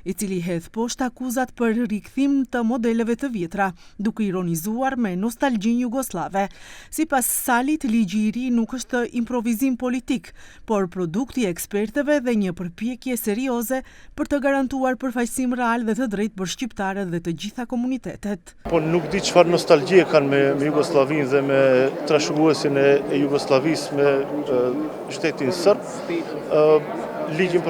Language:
Albanian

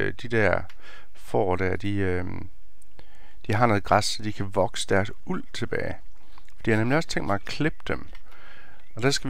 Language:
Danish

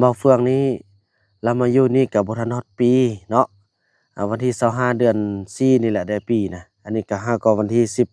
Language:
Lao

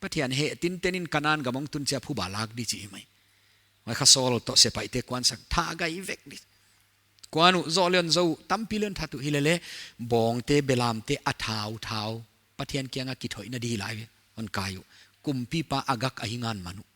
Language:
Paite Chin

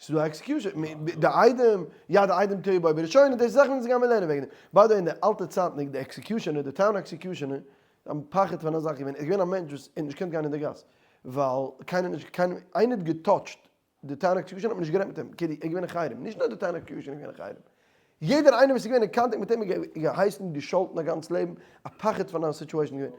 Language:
Yiddish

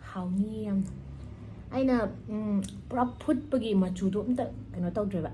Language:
Manipuri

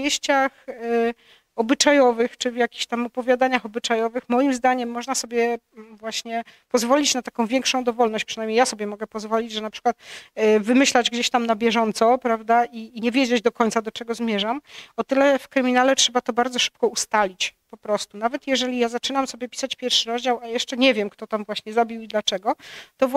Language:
Polish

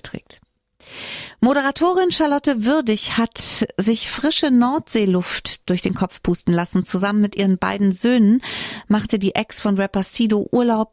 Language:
German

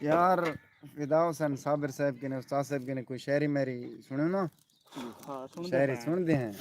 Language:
Saraiki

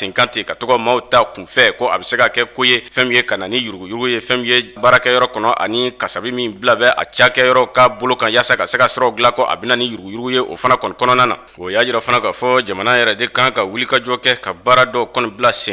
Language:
Bambara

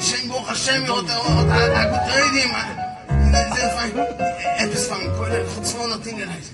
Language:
Yiddish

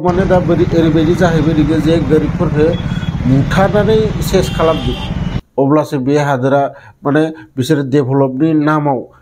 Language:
Bodo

